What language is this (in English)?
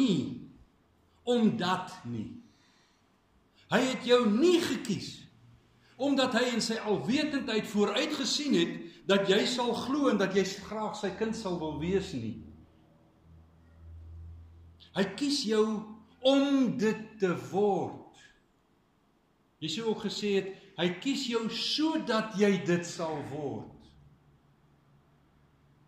Afrikaans